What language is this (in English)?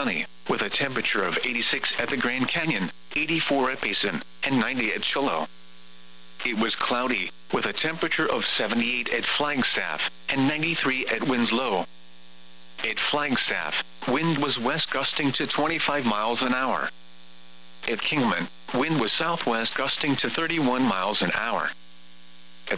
English